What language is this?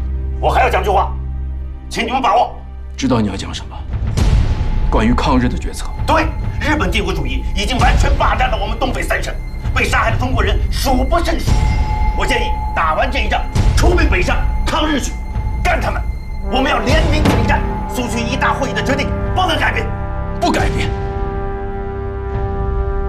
Chinese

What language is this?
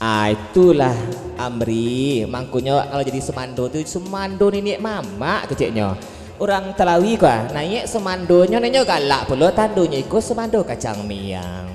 Minangkabau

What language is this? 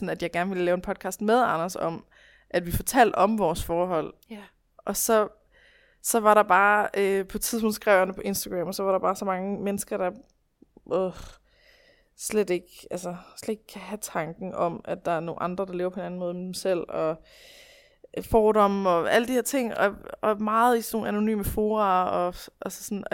Danish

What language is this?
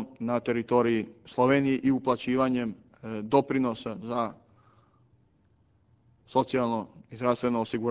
Serbian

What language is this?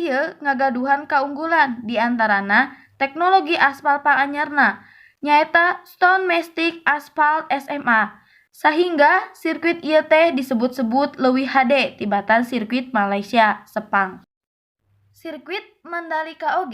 Sundanese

